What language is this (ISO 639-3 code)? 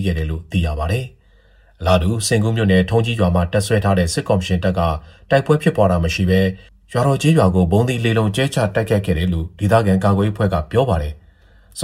mya